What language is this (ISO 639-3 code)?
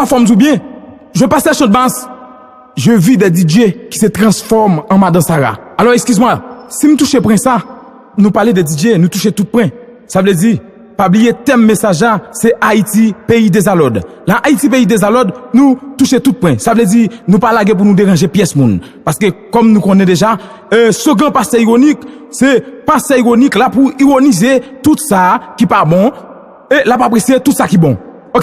hat